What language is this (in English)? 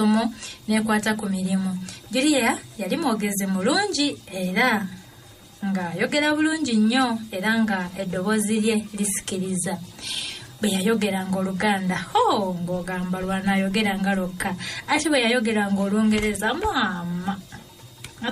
Ganda